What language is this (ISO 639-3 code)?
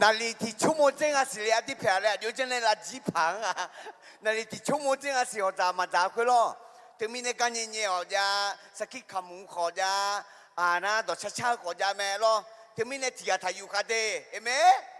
ahk